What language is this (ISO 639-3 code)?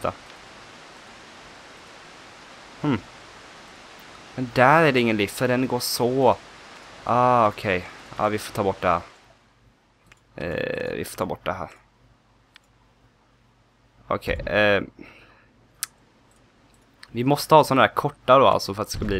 swe